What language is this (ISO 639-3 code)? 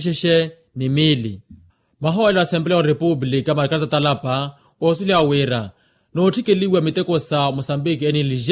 vmw